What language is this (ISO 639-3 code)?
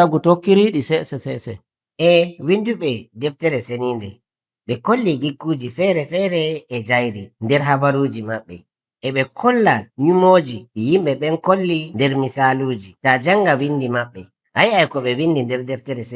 fuv